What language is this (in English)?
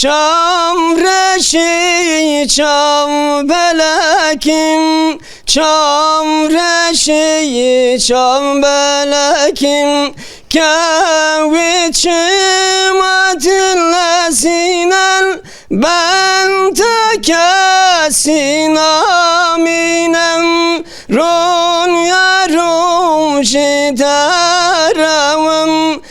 Zaza